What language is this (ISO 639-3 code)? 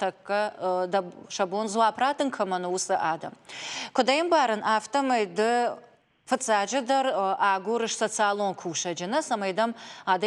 oss